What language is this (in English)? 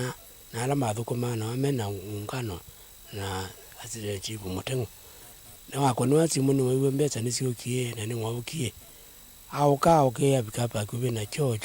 Kamba